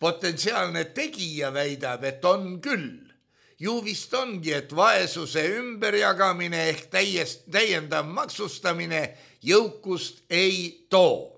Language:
Estonian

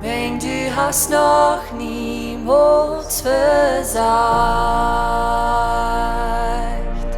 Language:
Plautdietsch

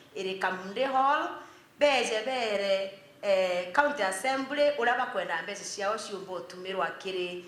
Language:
Meru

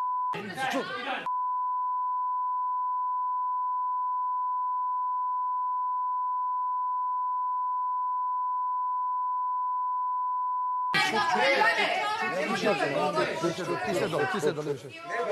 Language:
Serbian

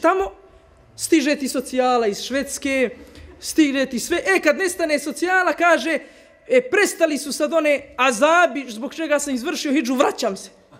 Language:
Bosnian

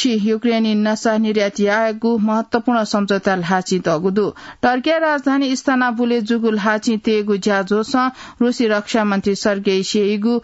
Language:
Newari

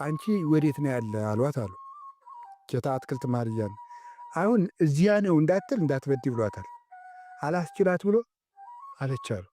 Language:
Amharic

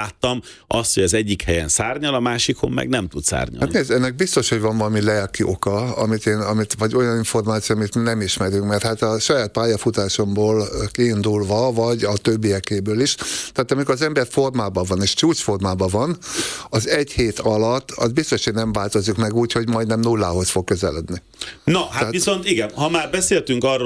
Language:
Hungarian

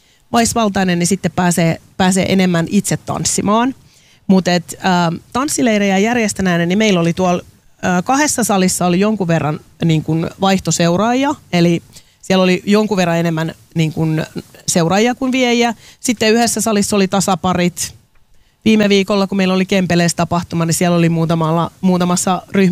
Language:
Finnish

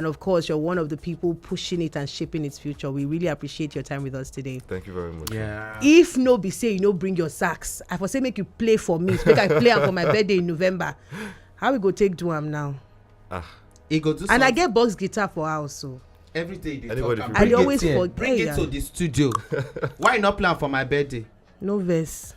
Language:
Nigerian Pidgin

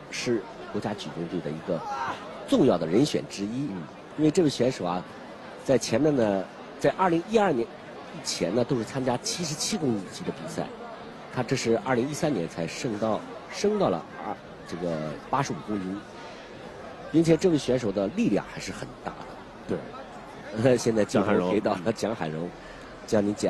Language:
Chinese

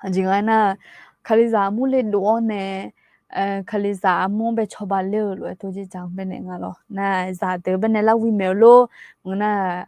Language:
Akha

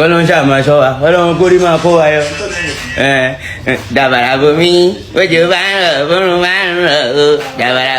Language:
Yoruba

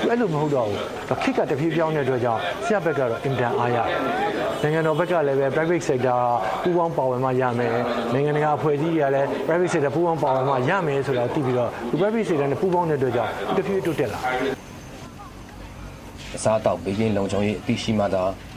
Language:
Burmese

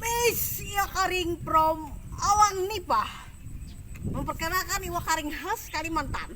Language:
Banjar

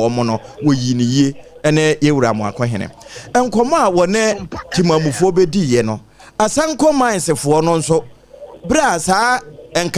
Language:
Akan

